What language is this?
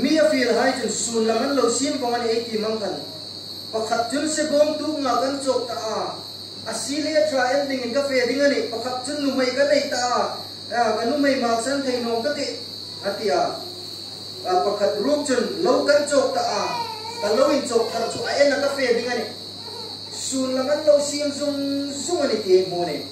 Hmar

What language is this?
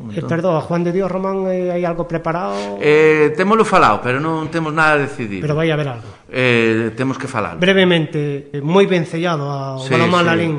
Galician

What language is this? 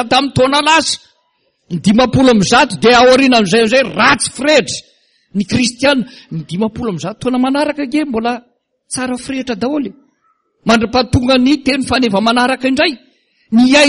Malagasy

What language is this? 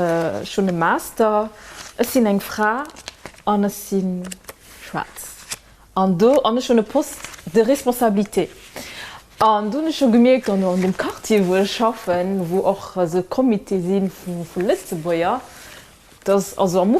Luxembourgish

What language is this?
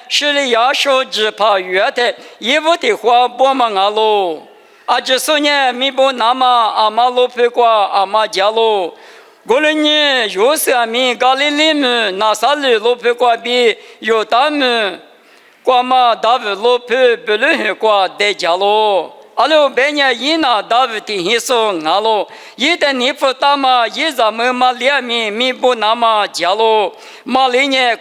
Lisu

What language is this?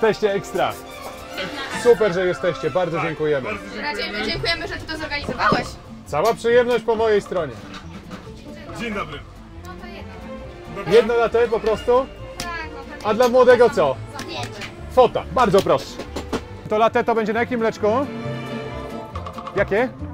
Polish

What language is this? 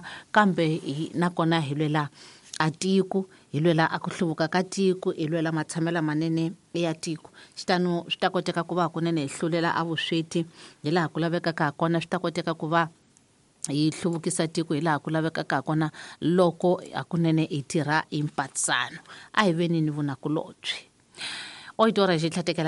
Tsonga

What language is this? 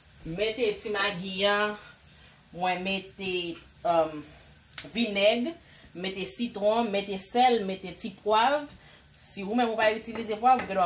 Haitian Creole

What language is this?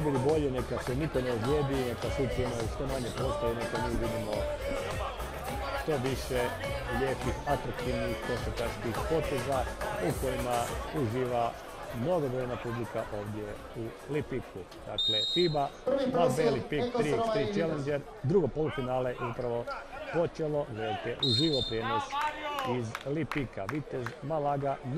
Croatian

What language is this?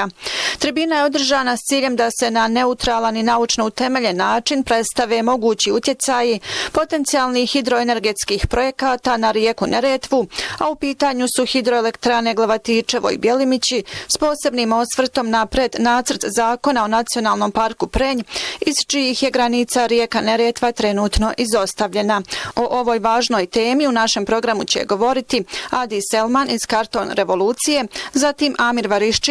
Bosnian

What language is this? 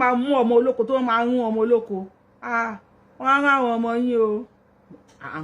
Yoruba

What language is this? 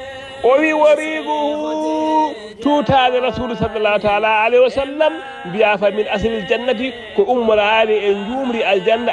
Fula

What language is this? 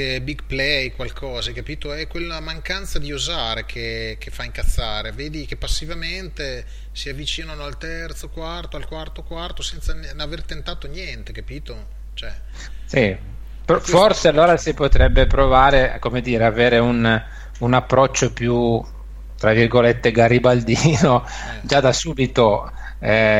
Italian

